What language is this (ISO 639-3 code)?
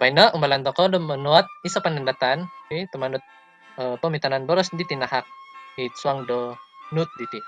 dtp